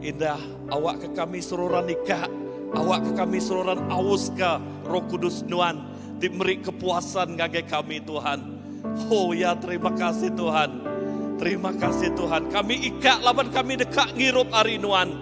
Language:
Iban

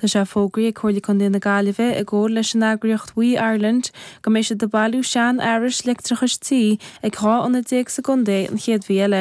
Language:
Irish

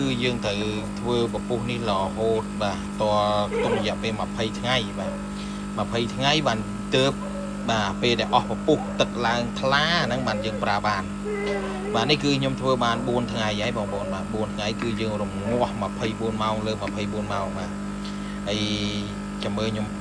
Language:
Khmer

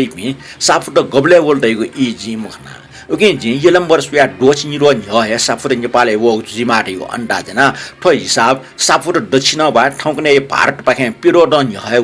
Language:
Newari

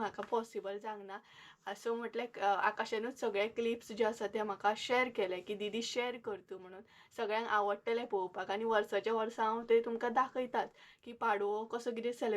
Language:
Konkani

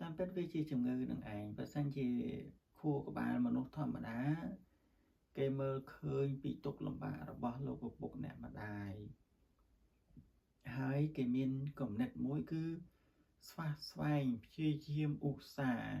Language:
Khmer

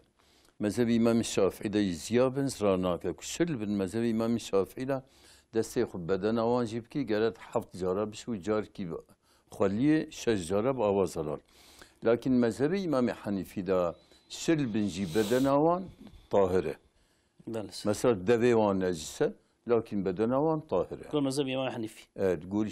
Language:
Kurdish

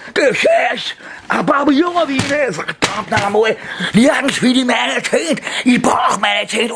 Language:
Bavarian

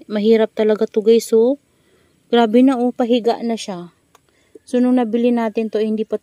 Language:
Filipino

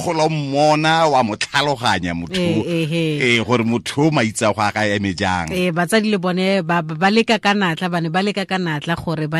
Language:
Tswana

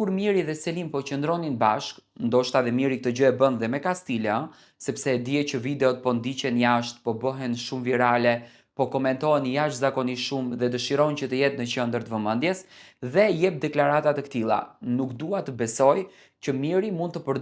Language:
Albanian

